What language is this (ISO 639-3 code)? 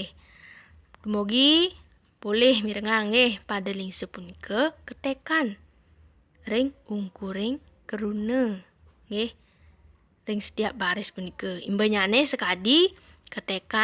ban